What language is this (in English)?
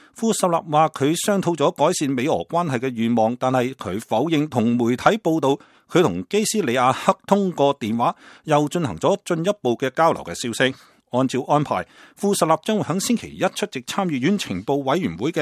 Cantonese